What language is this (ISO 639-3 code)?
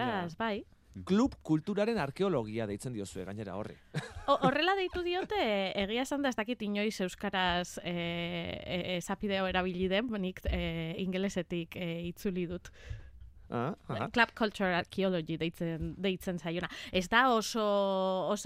eus